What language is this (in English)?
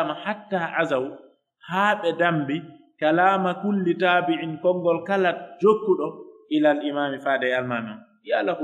Pular